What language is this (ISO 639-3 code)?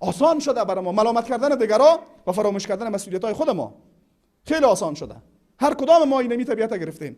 tgk